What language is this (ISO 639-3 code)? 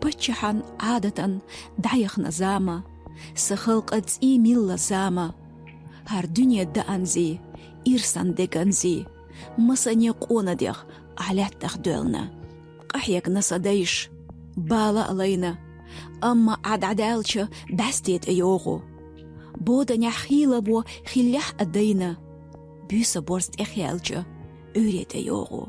che